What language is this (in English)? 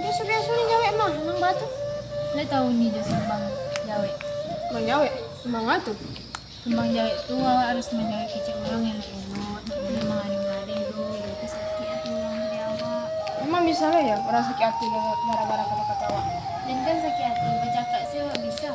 Minangkabau